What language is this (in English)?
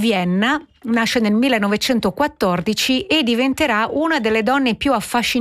Italian